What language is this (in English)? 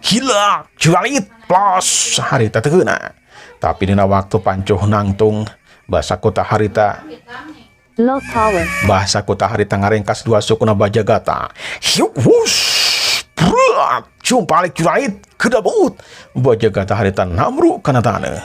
Sundanese